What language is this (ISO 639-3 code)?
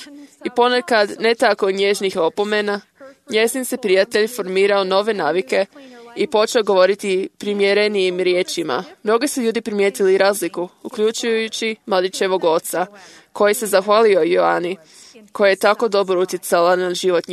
hrv